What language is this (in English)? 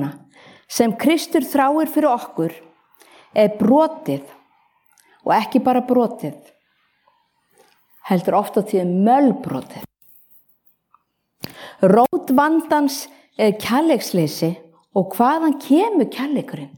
Icelandic